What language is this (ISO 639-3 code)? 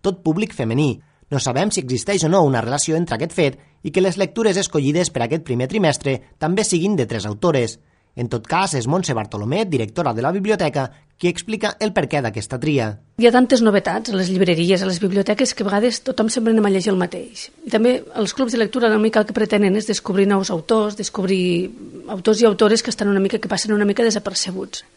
cat